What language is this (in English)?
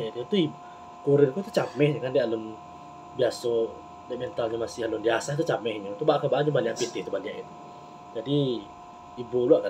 Minangkabau